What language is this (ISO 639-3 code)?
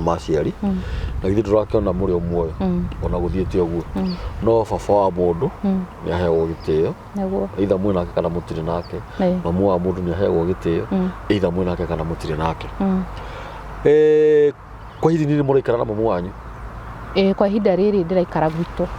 kik